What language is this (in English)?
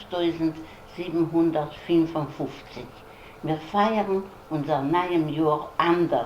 Yiddish